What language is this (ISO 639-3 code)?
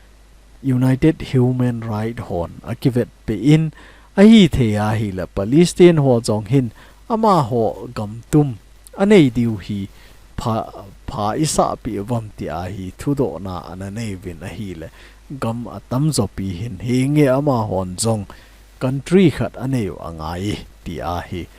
tcz